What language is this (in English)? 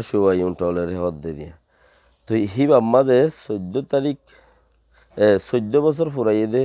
Rohingya